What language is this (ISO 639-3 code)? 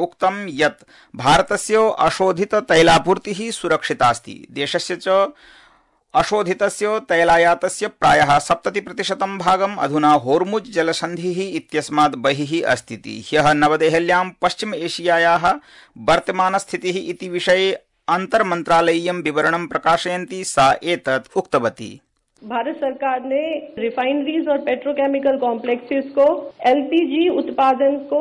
san